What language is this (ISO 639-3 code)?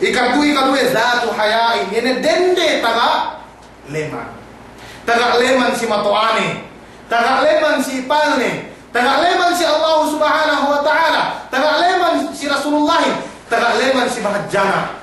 yka